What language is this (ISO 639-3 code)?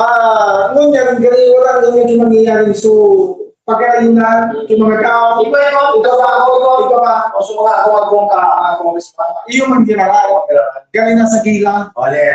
bik